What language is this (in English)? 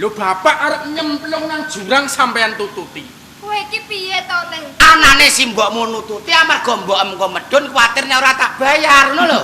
Javanese